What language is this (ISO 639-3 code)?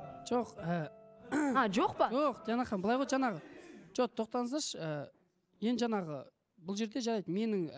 kaz